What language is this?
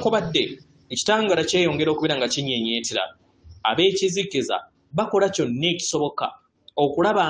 Ganda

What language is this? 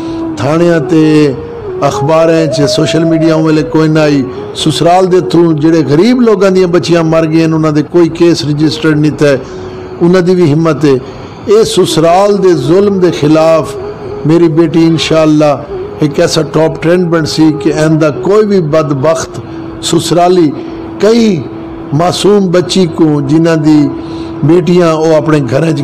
Saraiki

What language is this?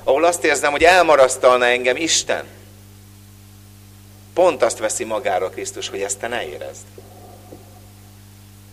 Hungarian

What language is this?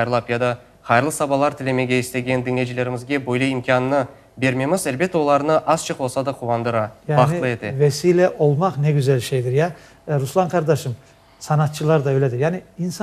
Crimean Tatar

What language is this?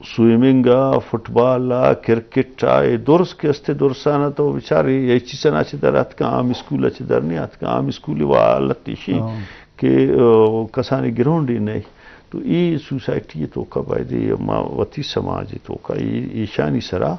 Eastern Balochi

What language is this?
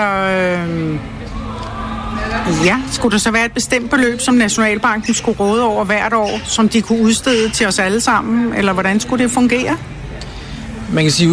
Danish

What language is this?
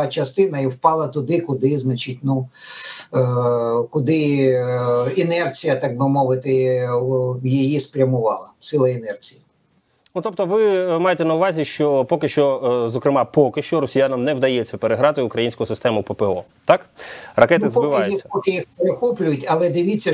Ukrainian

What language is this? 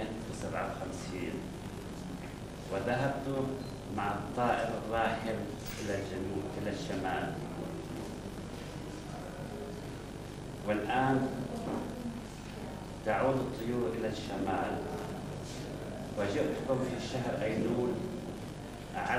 Arabic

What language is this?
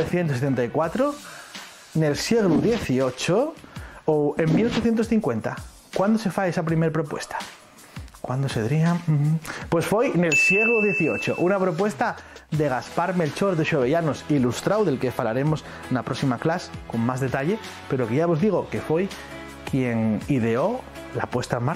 Asturian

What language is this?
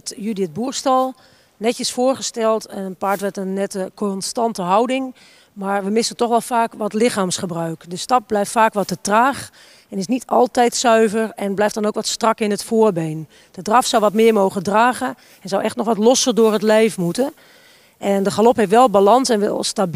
Dutch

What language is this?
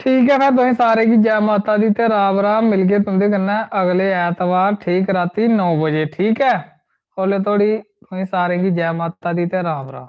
Dogri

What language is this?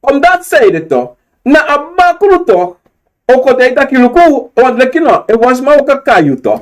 Sranan Tongo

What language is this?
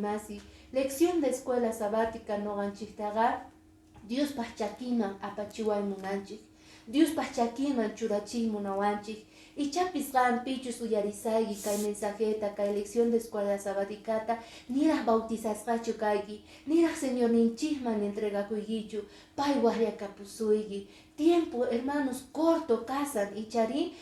Quechua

